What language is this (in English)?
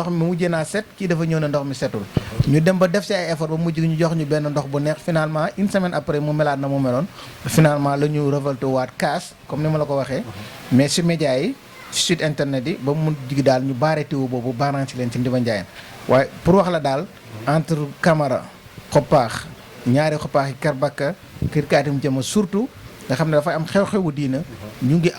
Wolof